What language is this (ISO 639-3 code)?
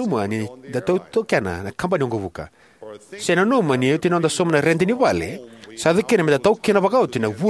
fij